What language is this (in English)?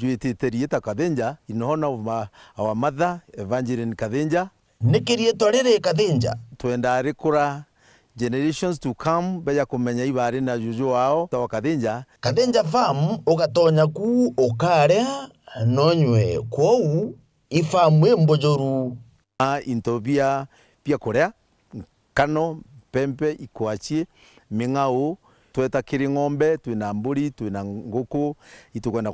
Meru